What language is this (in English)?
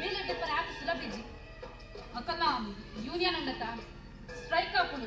Tulu